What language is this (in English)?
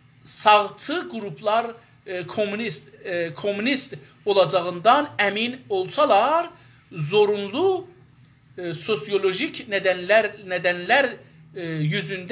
South Azerbaijani